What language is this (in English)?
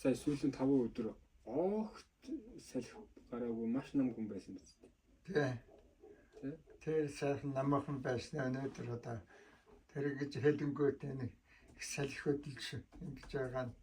Mongolian